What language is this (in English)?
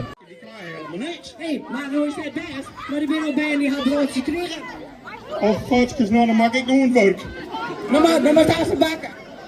Western Frisian